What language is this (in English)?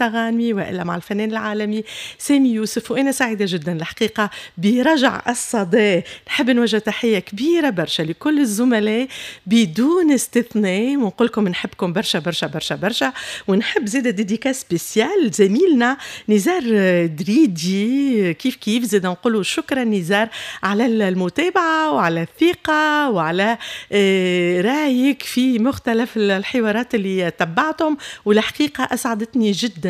Tunisian Arabic